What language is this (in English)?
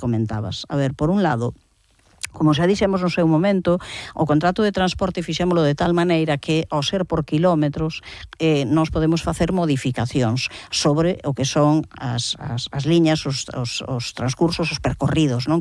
Galician